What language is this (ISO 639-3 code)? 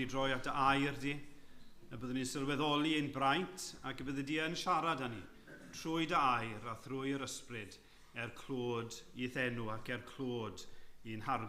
cym